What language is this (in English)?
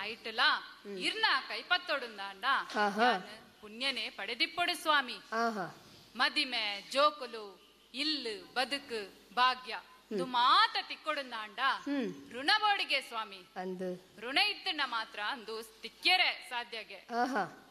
Tulu